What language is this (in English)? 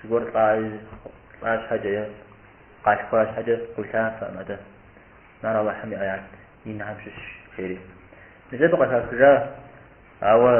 Kabardian